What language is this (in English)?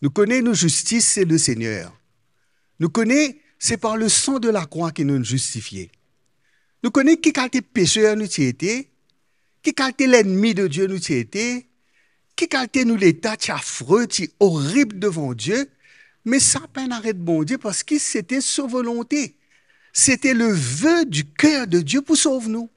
Morisyen